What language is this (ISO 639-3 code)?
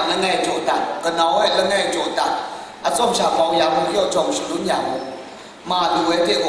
kac